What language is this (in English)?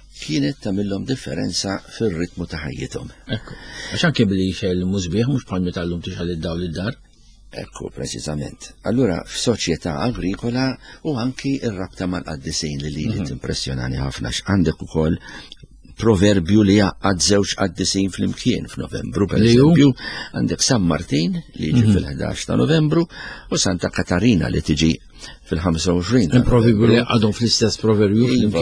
Maltese